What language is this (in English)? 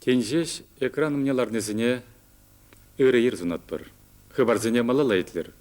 Chuvash